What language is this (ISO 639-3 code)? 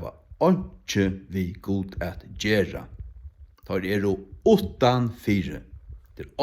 fao